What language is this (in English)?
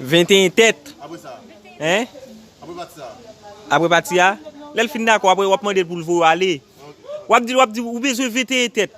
Haitian Creole